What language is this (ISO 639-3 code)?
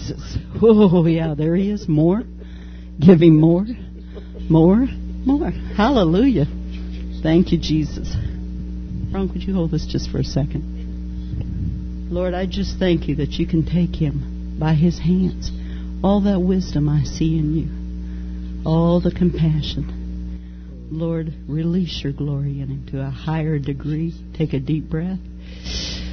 eng